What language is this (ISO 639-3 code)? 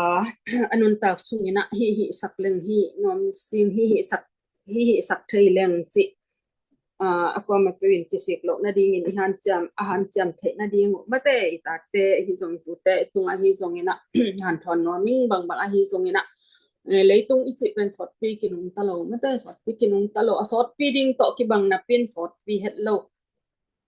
ctd